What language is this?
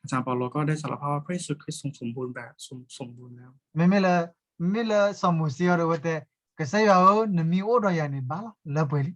S'gaw Karen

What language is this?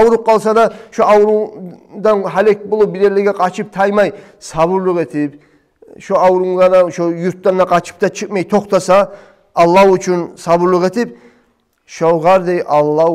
Kumyk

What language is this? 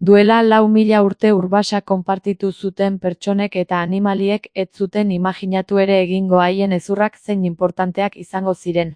Basque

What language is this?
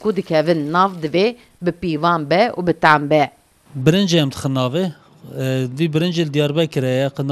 Kurdish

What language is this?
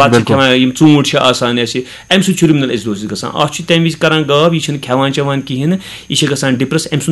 Kashmiri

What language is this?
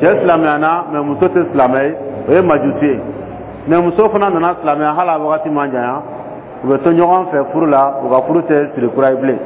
Dyula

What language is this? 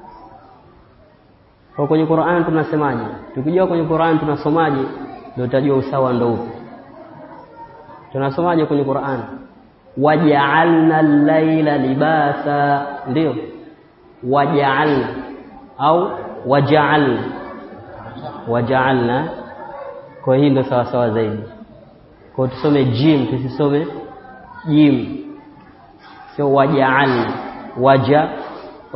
Swahili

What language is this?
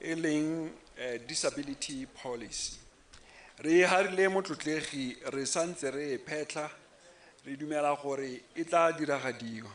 Tswana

